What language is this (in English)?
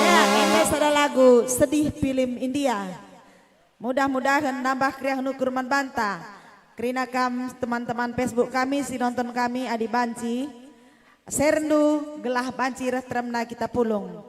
Batak Karo